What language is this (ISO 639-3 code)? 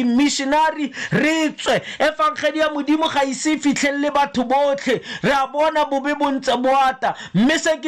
tsn